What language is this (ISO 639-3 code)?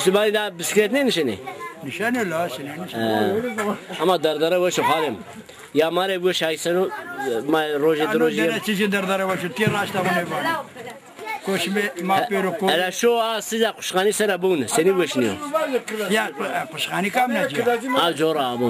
zza